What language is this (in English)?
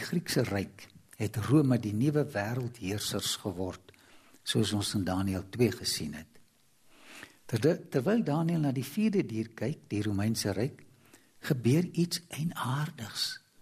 Afrikaans